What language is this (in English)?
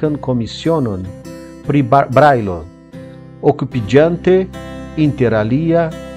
Esperanto